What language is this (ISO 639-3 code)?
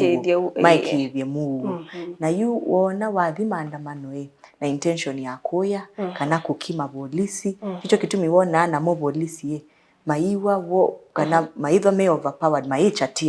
kam